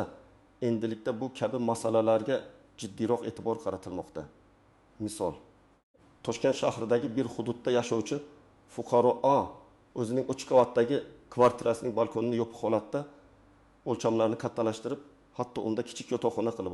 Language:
Uzbek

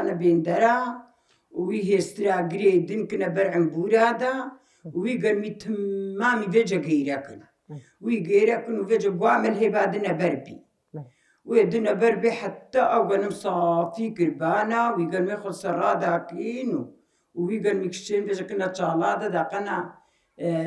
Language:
Kurdish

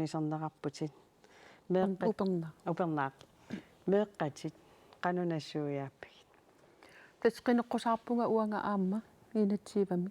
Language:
Kalaallisut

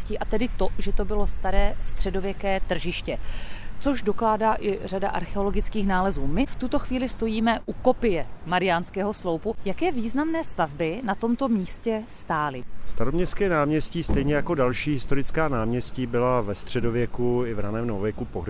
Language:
Czech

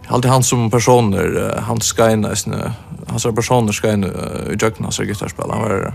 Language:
Faroese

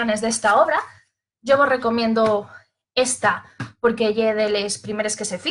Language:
Asturian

